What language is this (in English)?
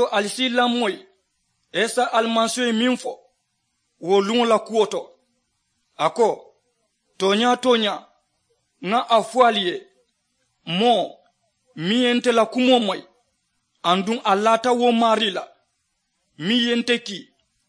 Mandingo